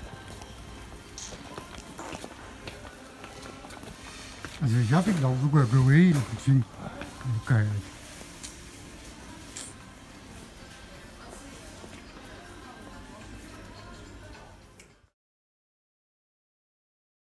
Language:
Danish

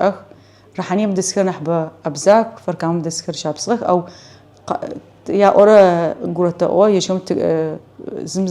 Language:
Adyghe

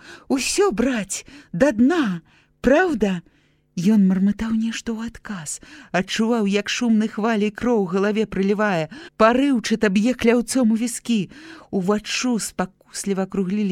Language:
Belarusian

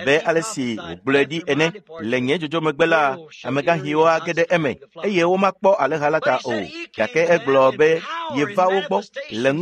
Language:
Ewe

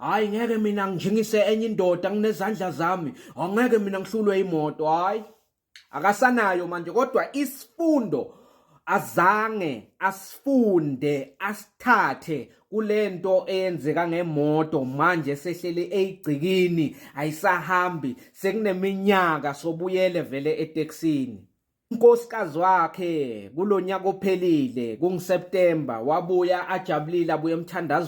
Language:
Zulu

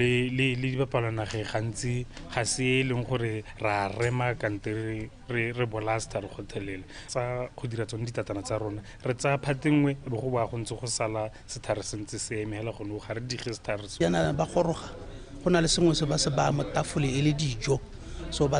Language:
Tswana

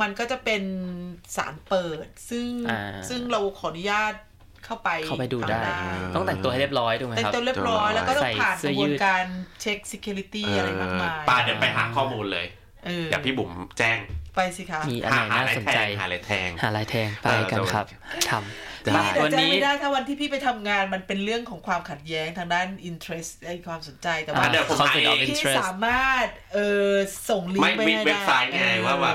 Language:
Thai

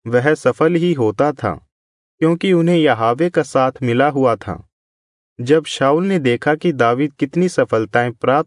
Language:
Hindi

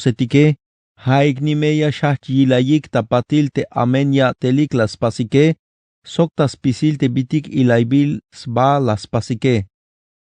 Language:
Tzeltal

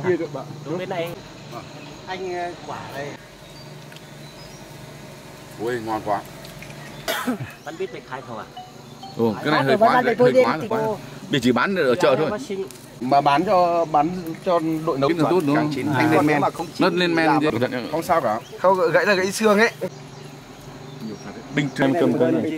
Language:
Vietnamese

